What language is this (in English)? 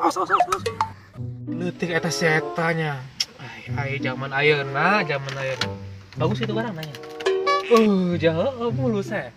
Sundanese